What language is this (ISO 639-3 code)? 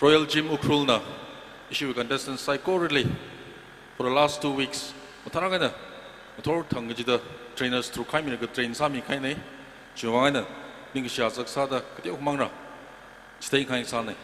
nmf